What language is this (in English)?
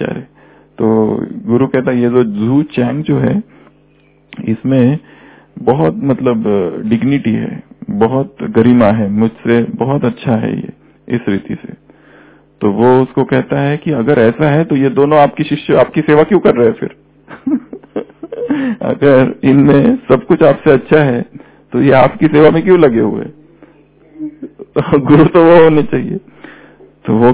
Hindi